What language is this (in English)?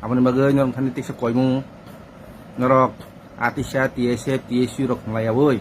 Kok Borok